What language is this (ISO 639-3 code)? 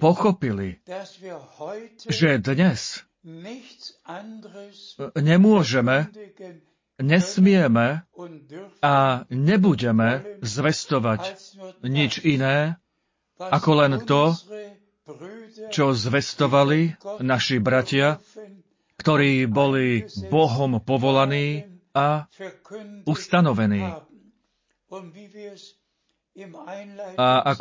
slk